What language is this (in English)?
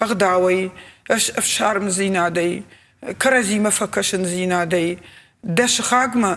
Ossetic